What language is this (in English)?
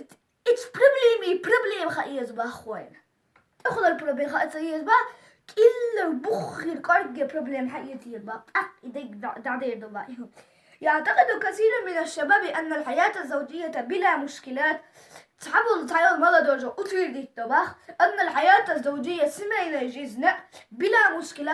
Chechen